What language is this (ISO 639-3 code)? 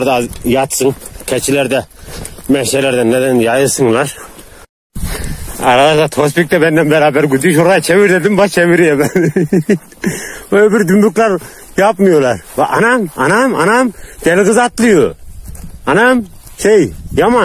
tur